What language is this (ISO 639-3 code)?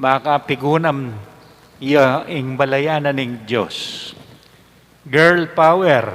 pam